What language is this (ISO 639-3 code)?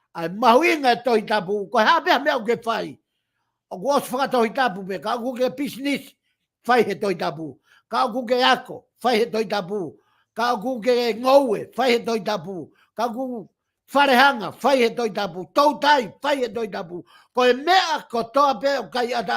ton